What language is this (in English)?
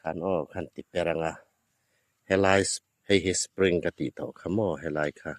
Hmar